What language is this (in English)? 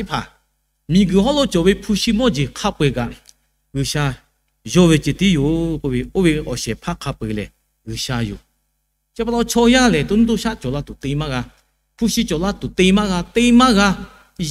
Lahu